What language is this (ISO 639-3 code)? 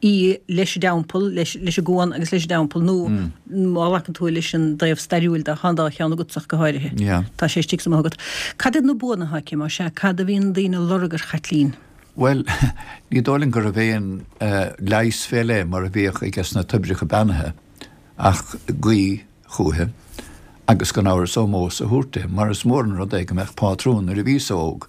gle